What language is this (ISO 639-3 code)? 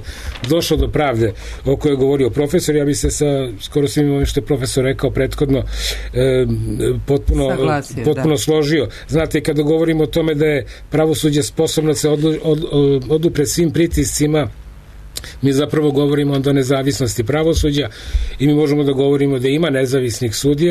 srp